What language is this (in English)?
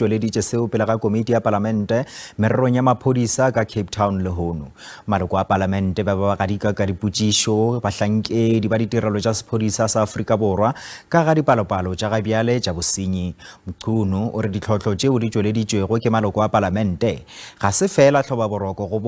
Northern Sotho